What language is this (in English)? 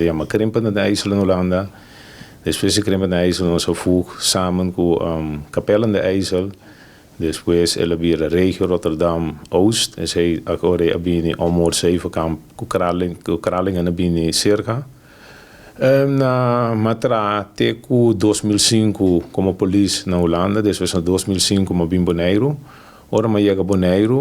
Papiamento